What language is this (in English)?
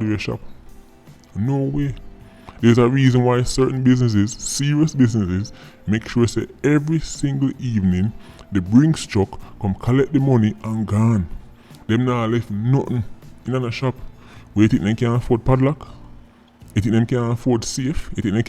Jamaican Creole English